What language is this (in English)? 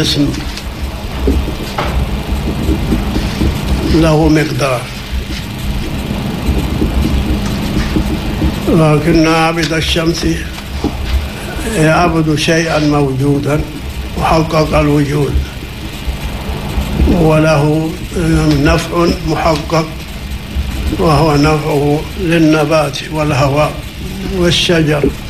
Arabic